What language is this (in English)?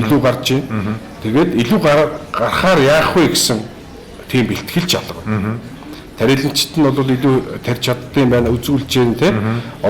Mongolian